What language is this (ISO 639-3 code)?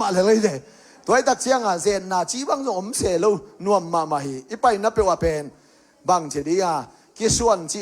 ctd